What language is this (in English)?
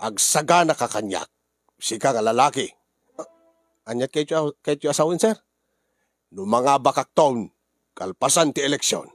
Iloko